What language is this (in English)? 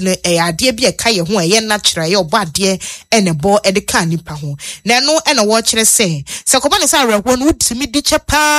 Akan